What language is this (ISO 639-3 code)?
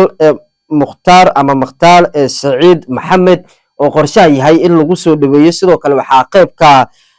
som